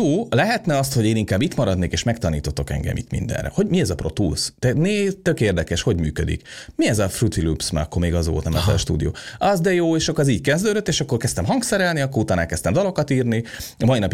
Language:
Hungarian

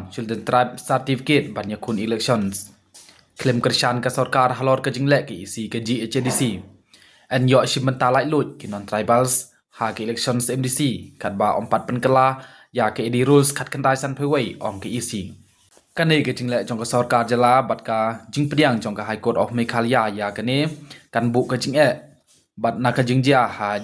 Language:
Khasi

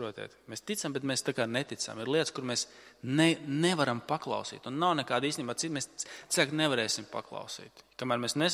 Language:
Latvian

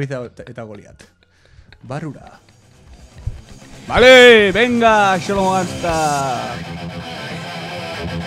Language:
Basque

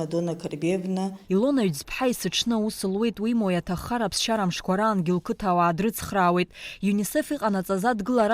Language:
Abkhazian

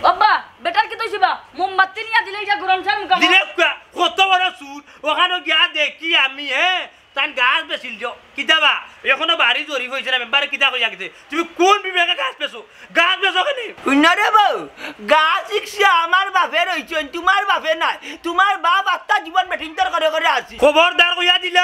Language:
Sylheti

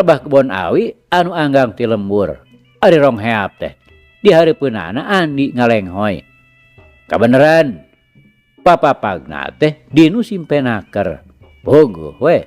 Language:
Sundanese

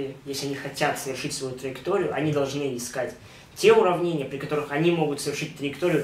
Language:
Russian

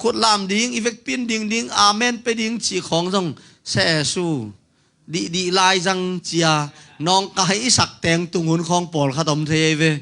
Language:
Tedim Chin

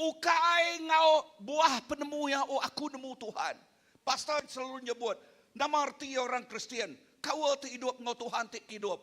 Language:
Iban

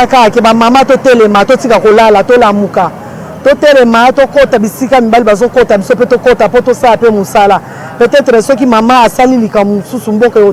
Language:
Lingala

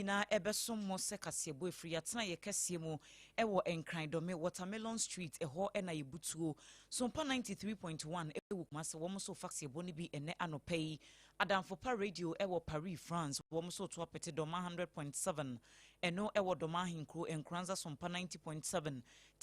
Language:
Akan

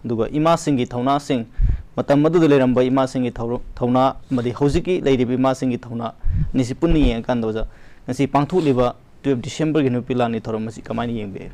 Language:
Manipuri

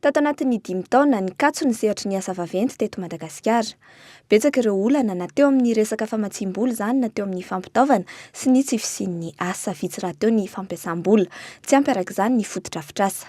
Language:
Malagasy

